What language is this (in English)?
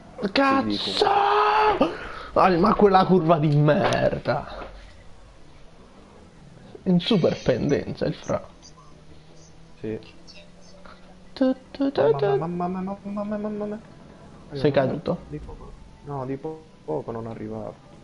Italian